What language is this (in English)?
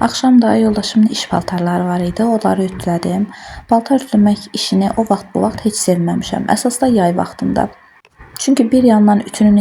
Azerbaijani